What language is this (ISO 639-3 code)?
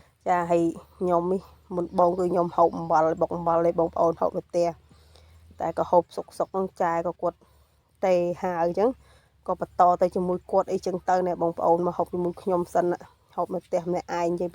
khm